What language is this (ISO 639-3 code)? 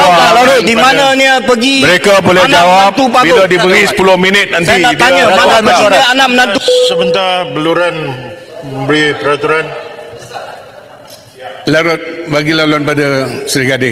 msa